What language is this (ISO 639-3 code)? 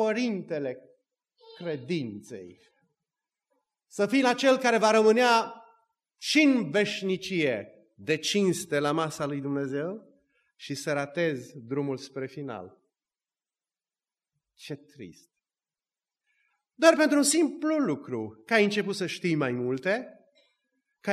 ron